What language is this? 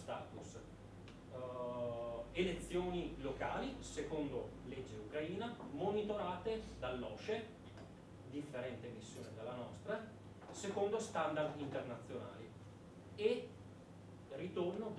Italian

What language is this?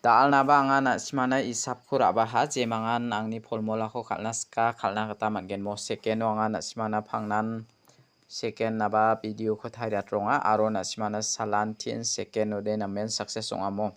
Garo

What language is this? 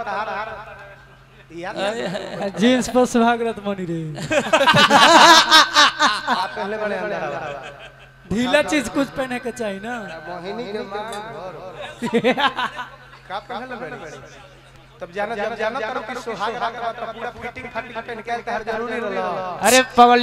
Bhojpuri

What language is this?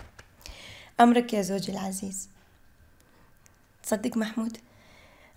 Gulf Arabic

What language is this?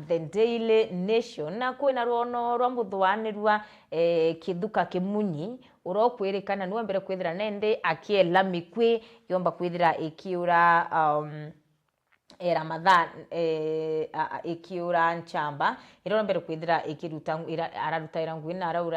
Meru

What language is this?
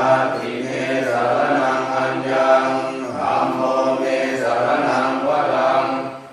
Pali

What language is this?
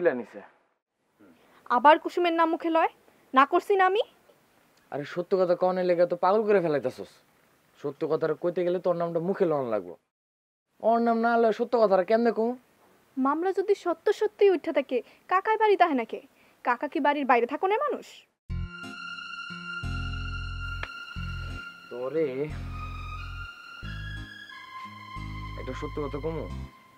Bangla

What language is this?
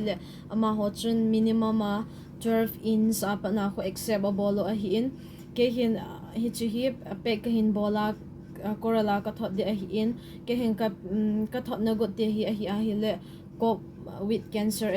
Thado Chin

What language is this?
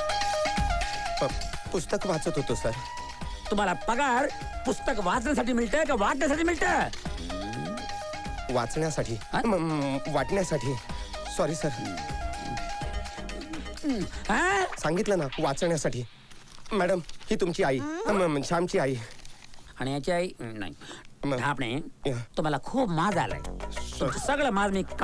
Marathi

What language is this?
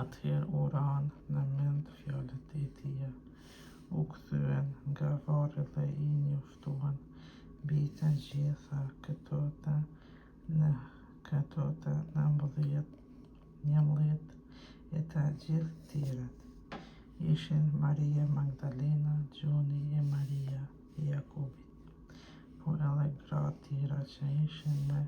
Albanian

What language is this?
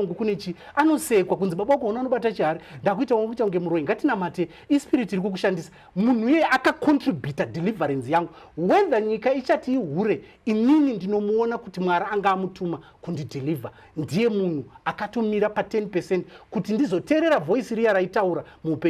Shona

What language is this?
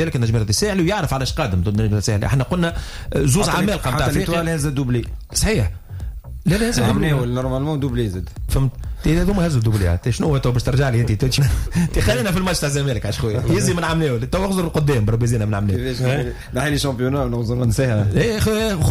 Tunisian Arabic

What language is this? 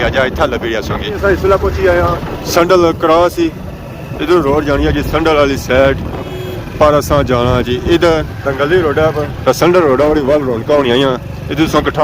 Pahari-Potwari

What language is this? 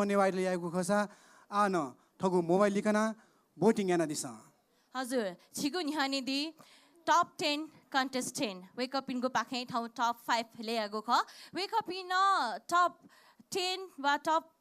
Newari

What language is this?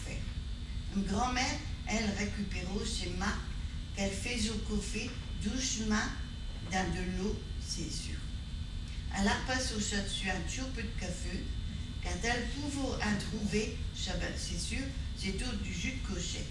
Picard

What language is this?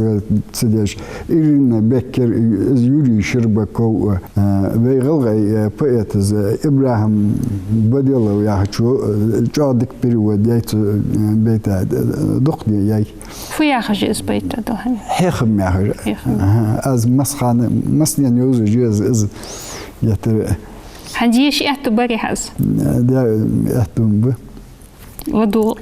Ingush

